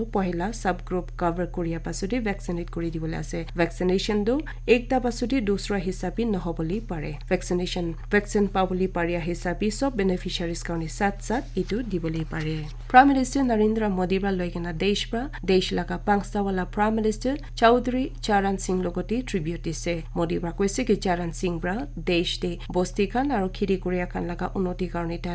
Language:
Naga Pidgin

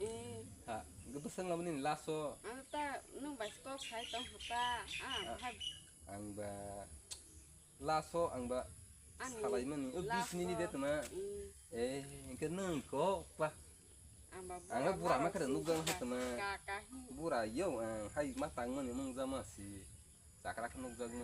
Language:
Kok Borok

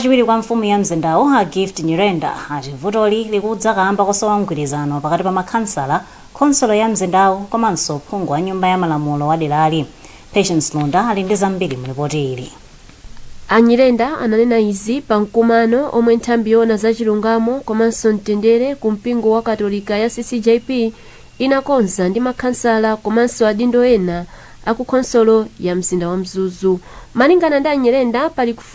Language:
Nyanja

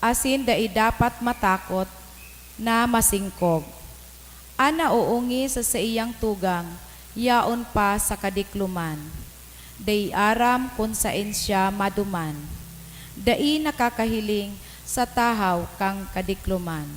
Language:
Bikol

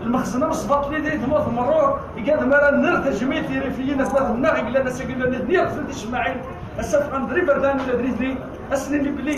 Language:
Kabyle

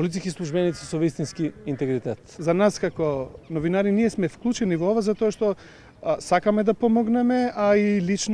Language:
Macedonian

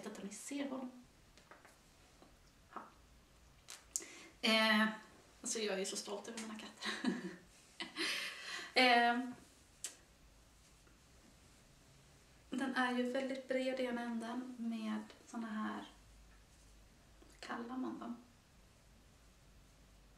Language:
Swedish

